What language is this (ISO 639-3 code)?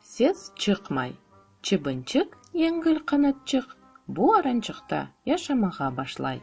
crh